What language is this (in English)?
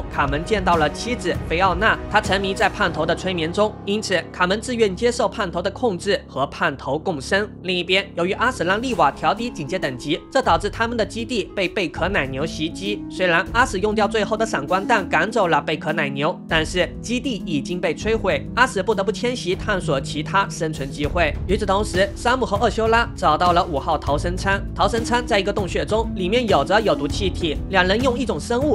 Chinese